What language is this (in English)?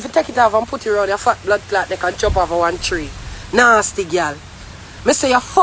Jamaican Creole English